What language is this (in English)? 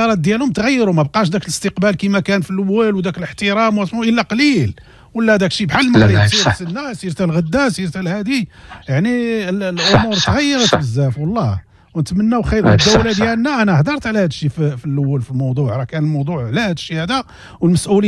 Moroccan Arabic